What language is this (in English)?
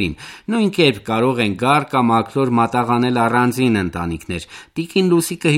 Armenian